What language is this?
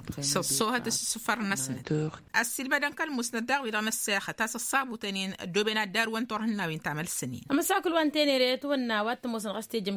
Tamasheq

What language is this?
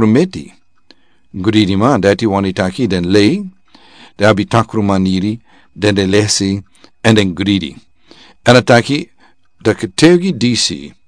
Sranan Tongo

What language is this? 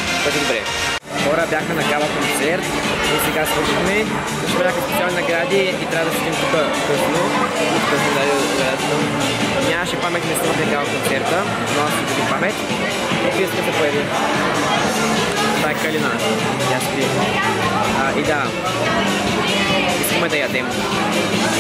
Bulgarian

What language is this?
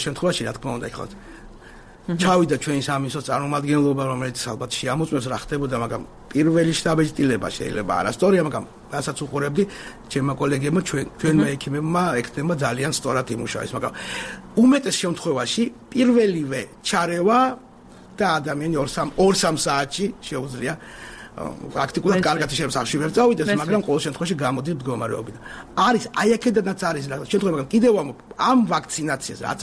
Georgian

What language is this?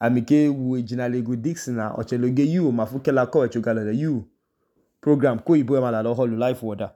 Idoma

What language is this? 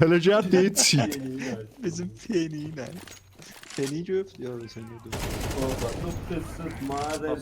South Azerbaijani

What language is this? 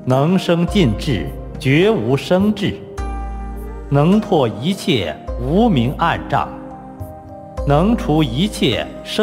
Chinese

